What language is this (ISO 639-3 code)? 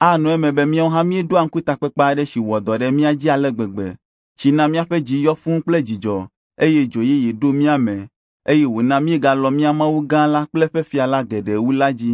ewe